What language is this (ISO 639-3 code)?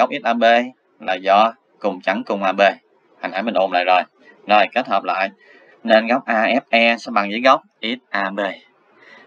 vie